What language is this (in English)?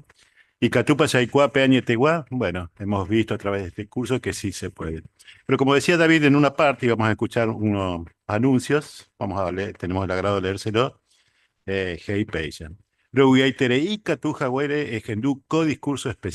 Guarani